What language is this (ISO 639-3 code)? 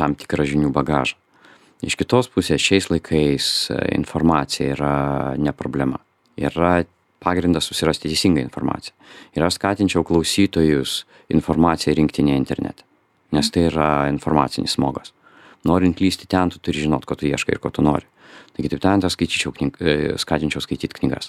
lit